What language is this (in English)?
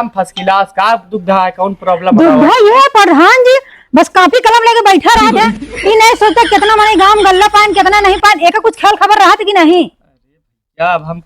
Awadhi